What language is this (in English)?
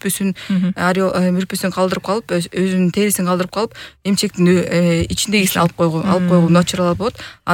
Kyrgyz